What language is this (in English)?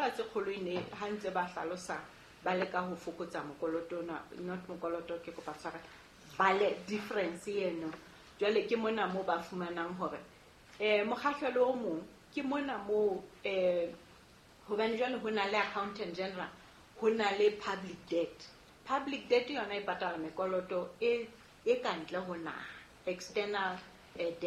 Southern Sotho